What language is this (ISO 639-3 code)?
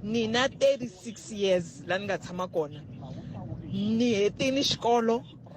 tso